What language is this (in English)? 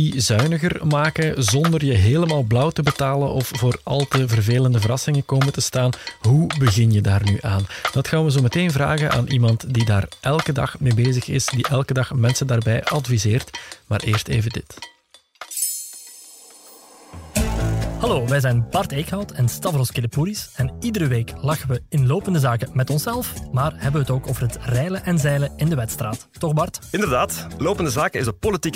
Dutch